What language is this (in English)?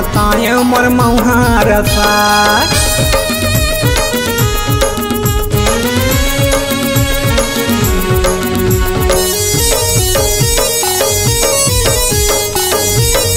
Chhattisgarhi